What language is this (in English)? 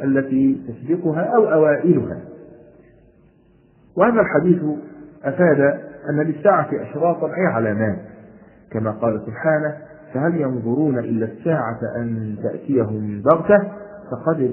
Arabic